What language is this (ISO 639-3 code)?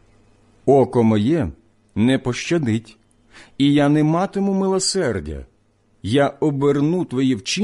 ukr